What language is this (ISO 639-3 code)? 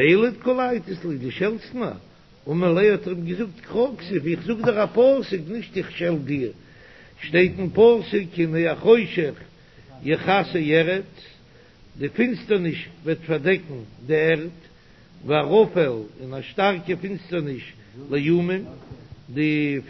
yid